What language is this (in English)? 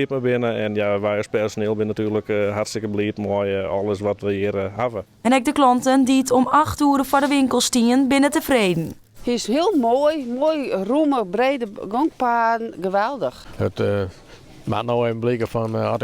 Western Frisian